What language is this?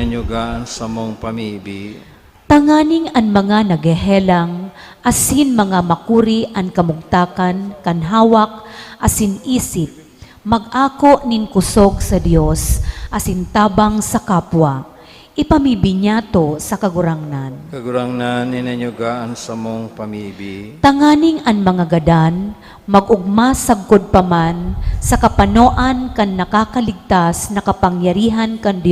Bikol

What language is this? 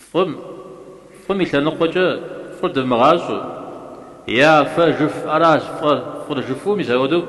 Kabardian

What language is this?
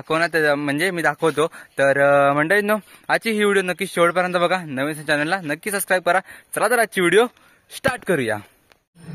Marathi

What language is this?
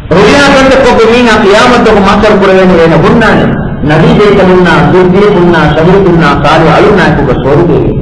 Divehi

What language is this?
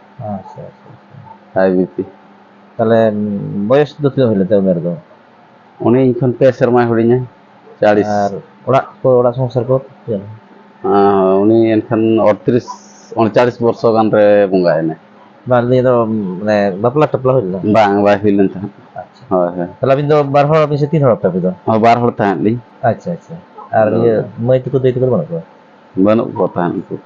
Santali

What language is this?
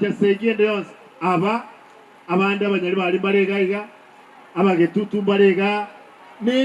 Gusii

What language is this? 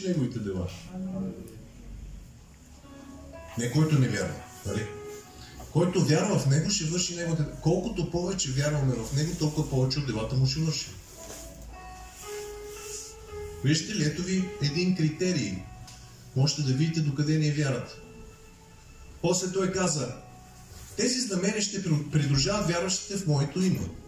Bulgarian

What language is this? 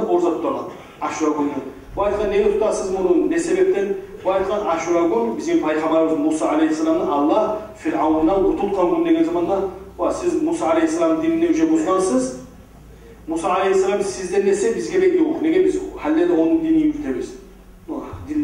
Kumyk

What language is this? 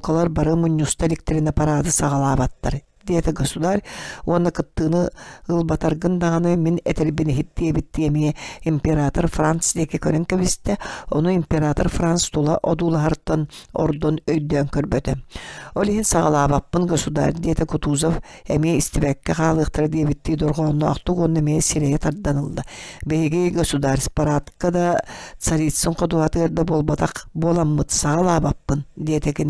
Yakut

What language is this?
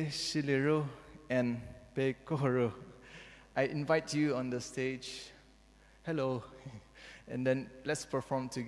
Poumei Naga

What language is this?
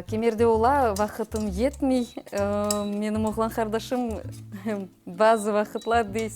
Crimean Tatar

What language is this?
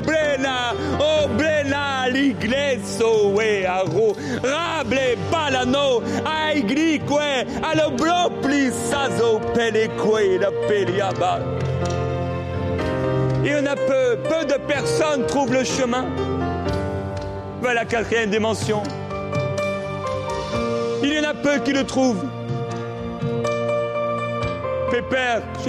French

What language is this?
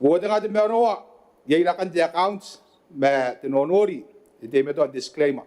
Gilbertese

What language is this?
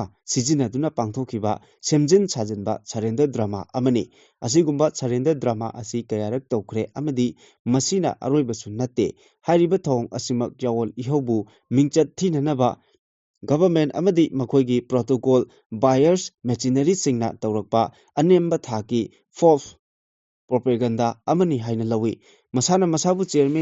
Manipuri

